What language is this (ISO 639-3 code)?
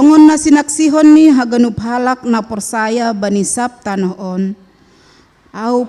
bts